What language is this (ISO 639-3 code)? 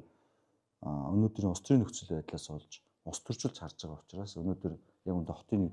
mon